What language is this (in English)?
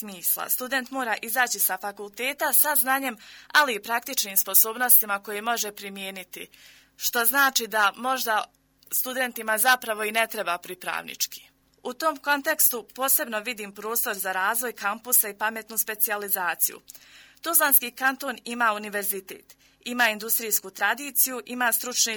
Bosnian